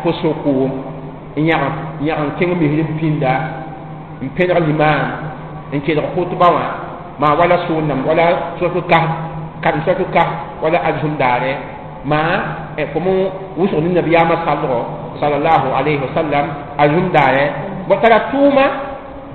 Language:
Mossi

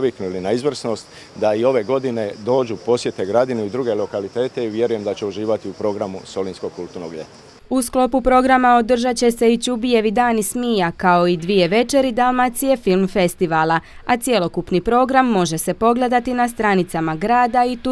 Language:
Croatian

